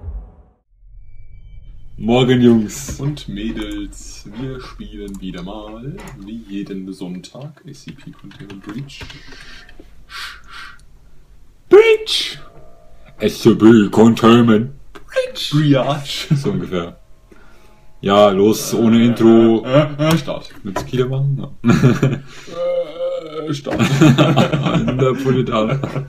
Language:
German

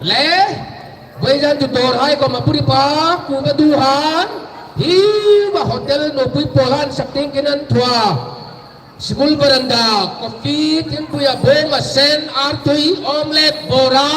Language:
Hmar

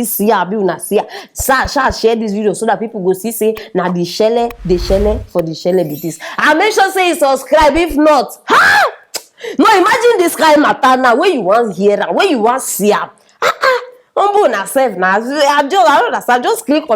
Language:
Nigerian Pidgin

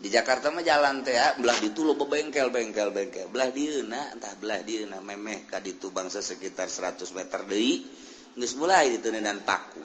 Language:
Sundanese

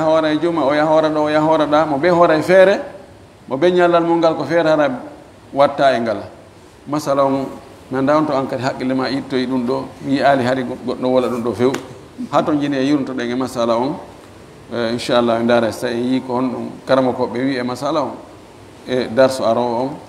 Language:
Fula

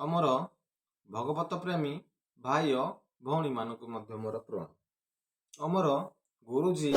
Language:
Odia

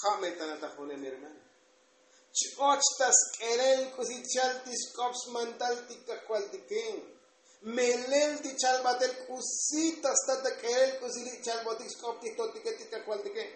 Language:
Tzotzil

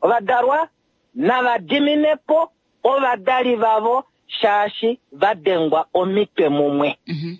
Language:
Kuanyama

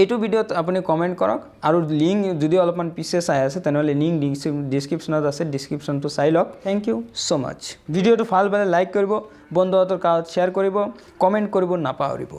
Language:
Assamese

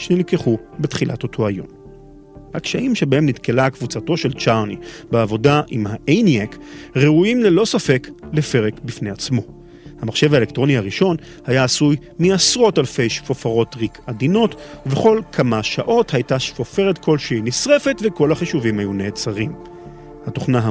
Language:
Hebrew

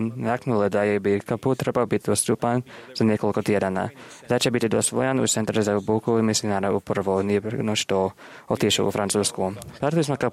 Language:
Croatian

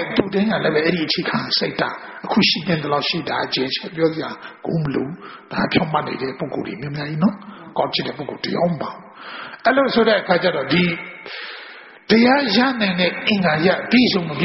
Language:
Burmese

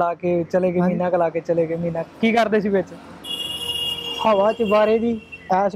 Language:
Punjabi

